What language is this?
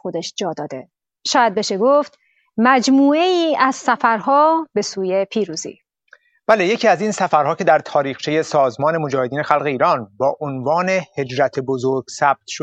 Persian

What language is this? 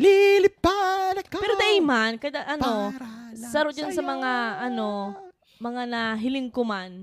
Bikol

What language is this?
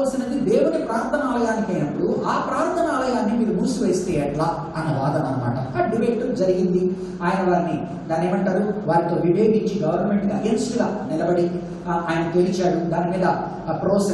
Telugu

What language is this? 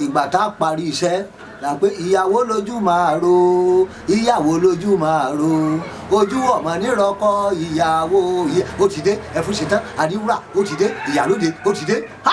Yoruba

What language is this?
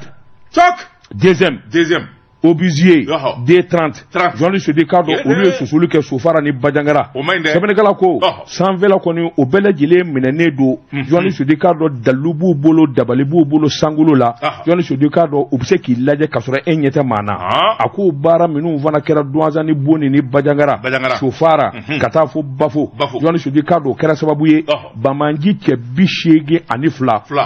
Bambara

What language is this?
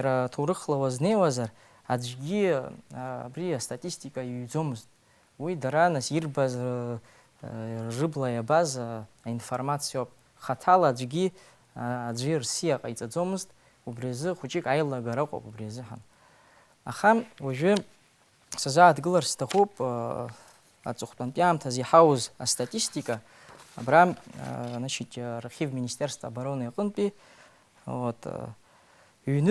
Abkhazian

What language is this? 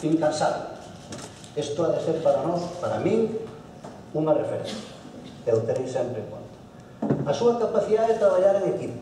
Galician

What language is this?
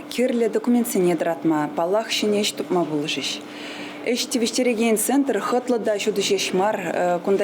Chuvash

